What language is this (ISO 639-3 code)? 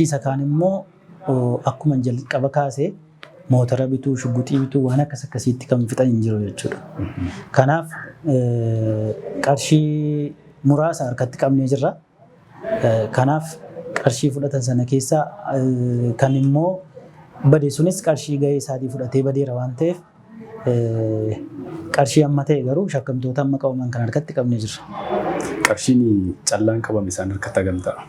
orm